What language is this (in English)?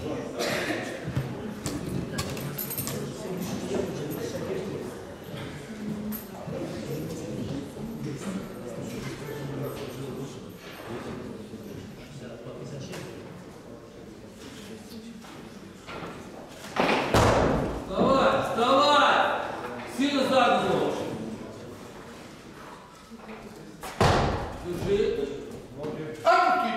Russian